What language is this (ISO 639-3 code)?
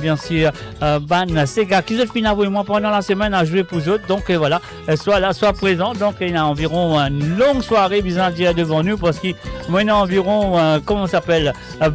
mfe